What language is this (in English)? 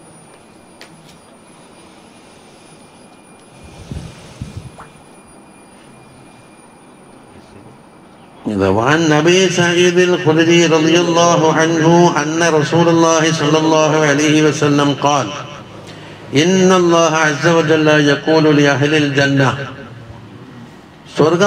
Malayalam